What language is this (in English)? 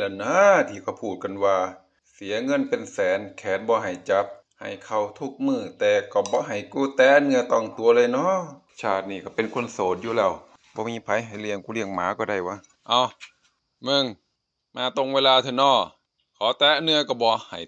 Northeastern Thai